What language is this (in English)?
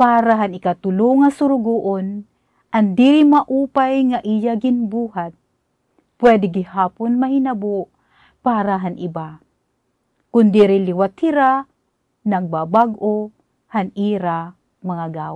Waray